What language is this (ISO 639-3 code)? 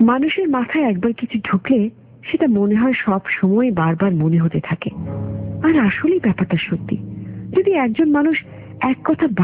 ben